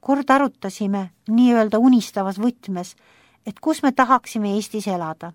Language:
Estonian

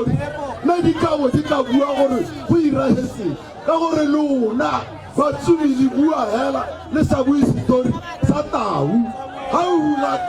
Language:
Tswana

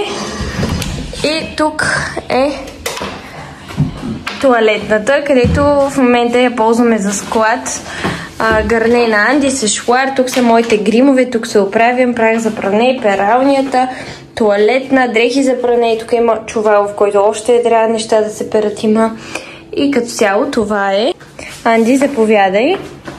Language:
Bulgarian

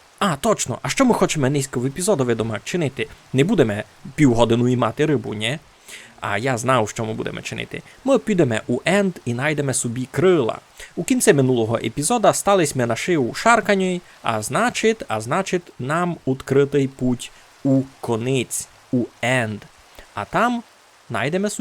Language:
Rusyn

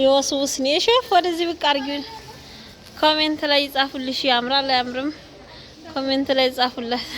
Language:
Amharic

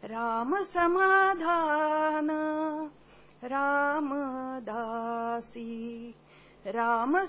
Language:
Marathi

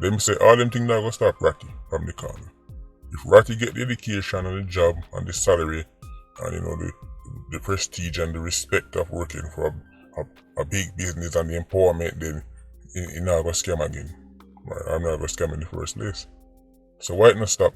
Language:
Jamaican Creole English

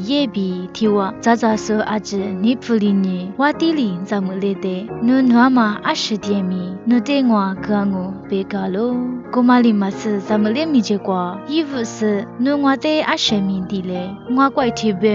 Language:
Lisu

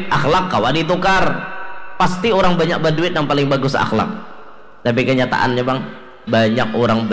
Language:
Banjar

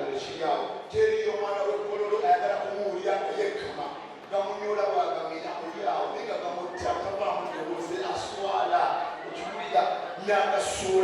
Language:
Ganda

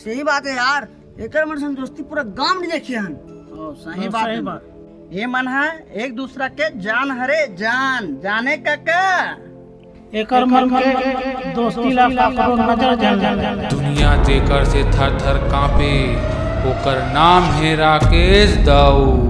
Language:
Chhattisgarhi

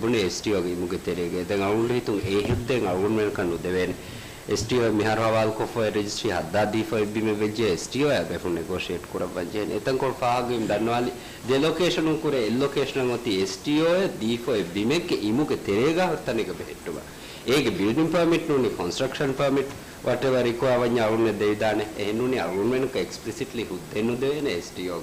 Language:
Divehi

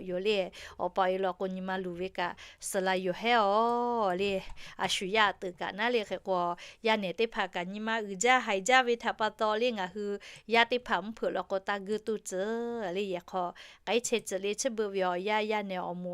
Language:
Lahu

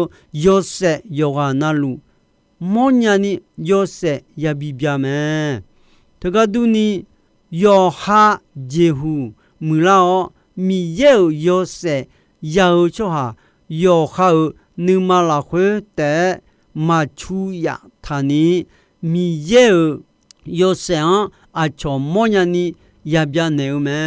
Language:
Akha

